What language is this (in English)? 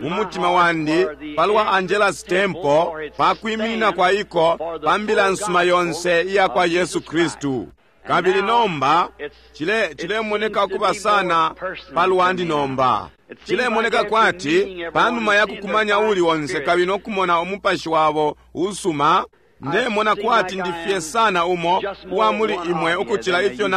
Bemba